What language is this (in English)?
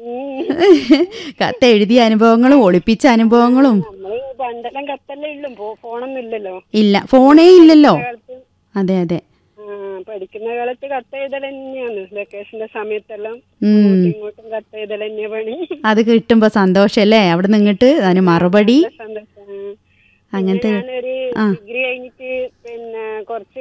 Malayalam